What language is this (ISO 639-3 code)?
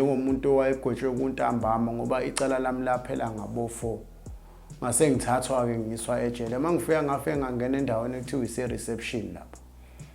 zul